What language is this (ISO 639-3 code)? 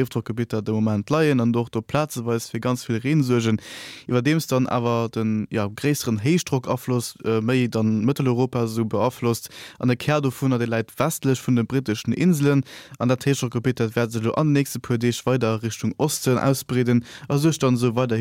ltz